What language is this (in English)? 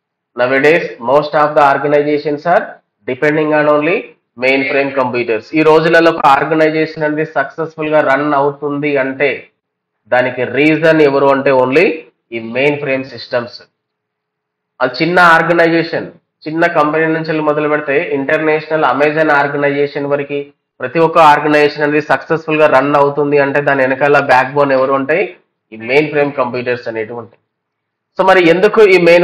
Telugu